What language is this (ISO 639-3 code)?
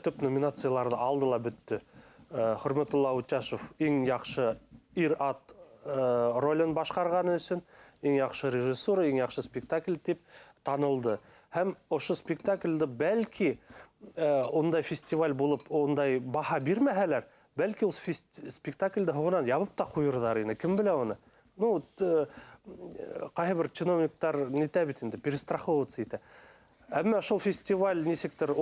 bak